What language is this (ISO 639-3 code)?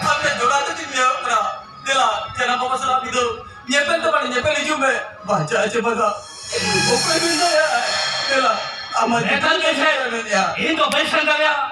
sat